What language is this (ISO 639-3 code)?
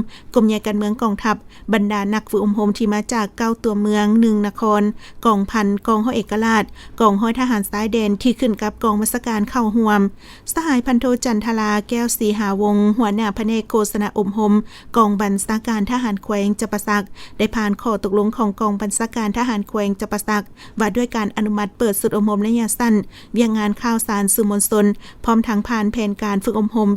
lao